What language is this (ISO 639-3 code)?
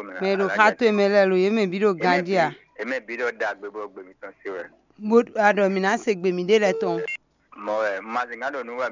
fon